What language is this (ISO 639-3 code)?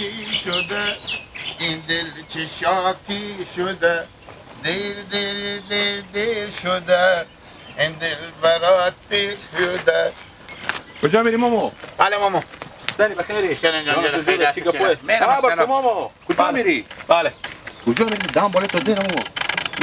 haz